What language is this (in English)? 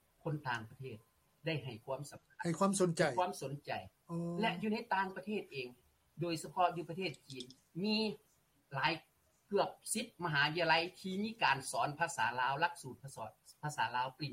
Lao